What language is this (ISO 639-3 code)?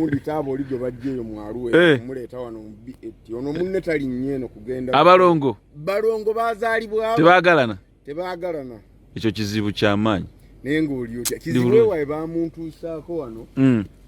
lug